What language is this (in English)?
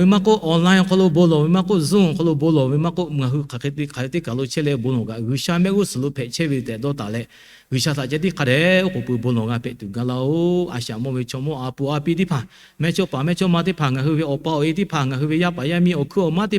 Lahu